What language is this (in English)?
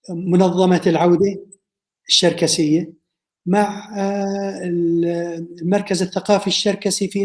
North Levantine Arabic